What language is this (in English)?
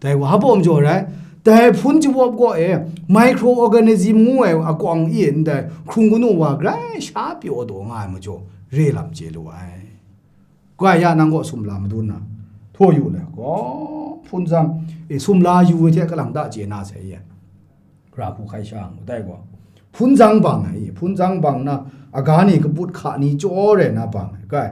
Kachin